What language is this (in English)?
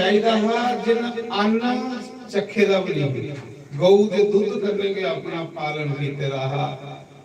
Dogri